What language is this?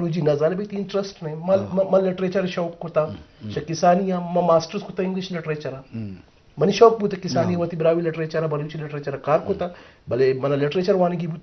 Eastern Balochi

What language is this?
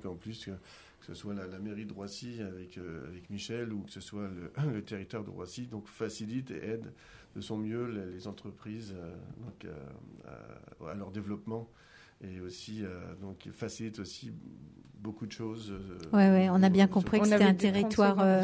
French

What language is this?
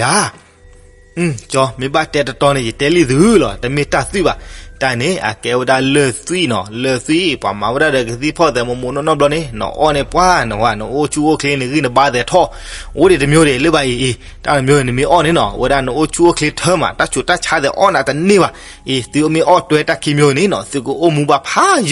S'gaw Karen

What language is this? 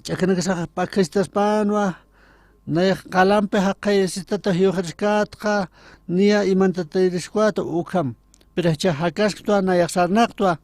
Aymara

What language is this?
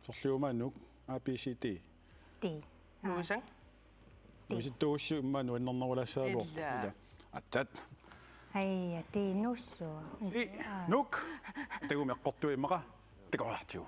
Kalaallisut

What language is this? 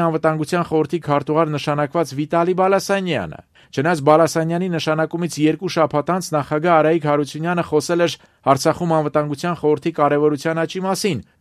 Armenian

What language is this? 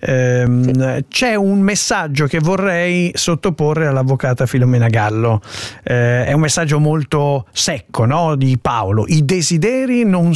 Italian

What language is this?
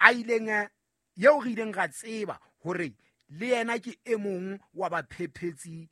Southern Sotho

